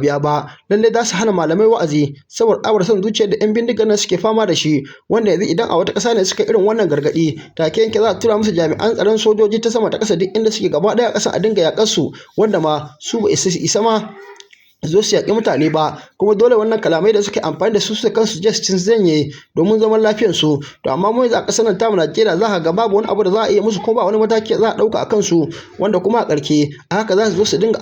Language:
Hausa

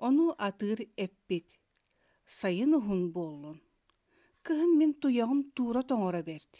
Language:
Yakut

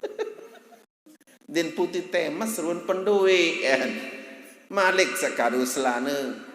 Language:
Sasak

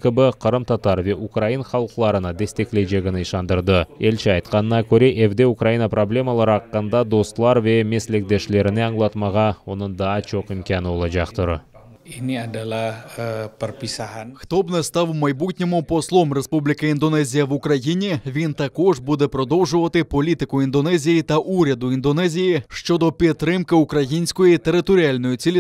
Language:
Crimean Tatar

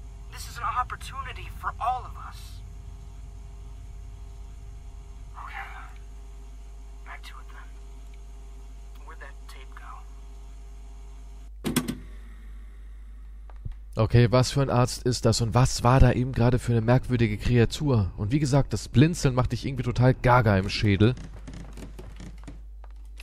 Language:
German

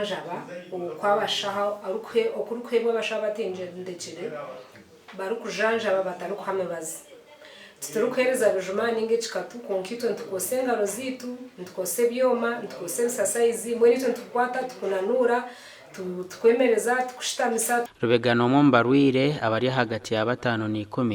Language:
Nyankole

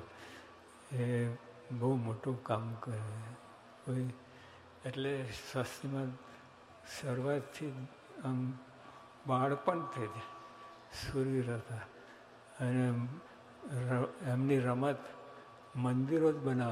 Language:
Gujarati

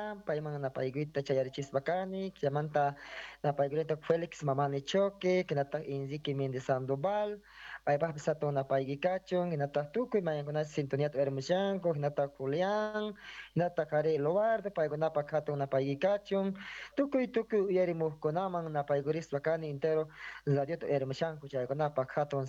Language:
South Bolivian Quechua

